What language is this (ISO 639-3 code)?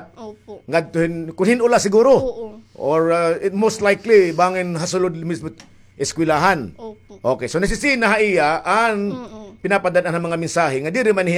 war